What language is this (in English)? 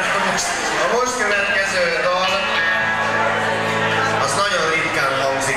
Hungarian